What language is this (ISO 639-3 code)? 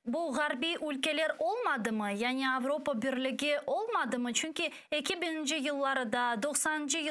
crh